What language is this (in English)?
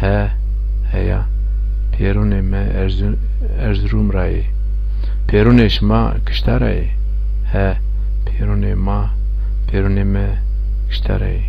Zaza